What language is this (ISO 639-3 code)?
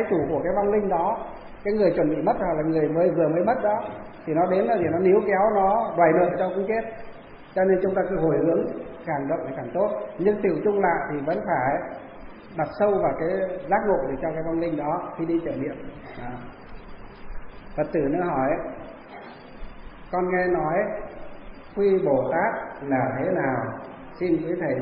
vie